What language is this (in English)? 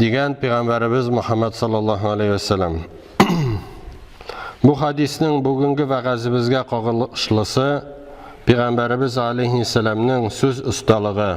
Tatar